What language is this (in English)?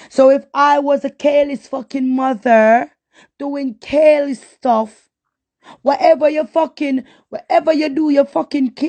Jamaican Creole English